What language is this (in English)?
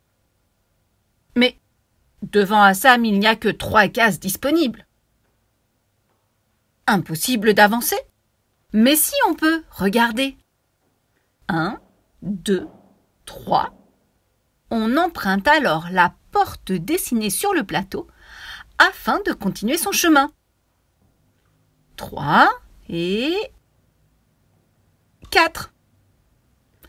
French